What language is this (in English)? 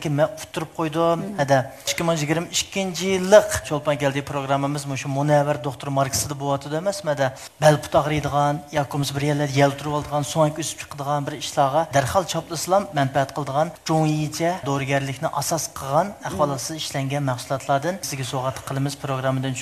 Uyghur